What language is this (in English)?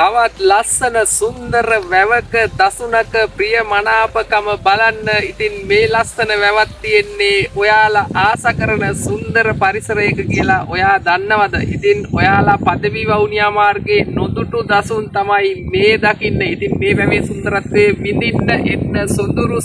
Sinhala